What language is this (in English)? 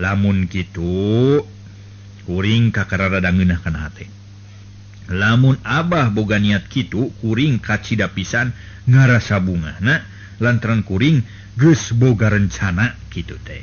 Sundanese